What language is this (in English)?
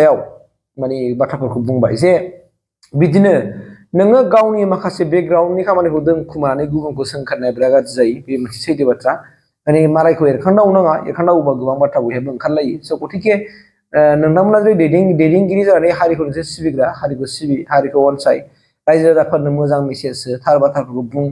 Bodo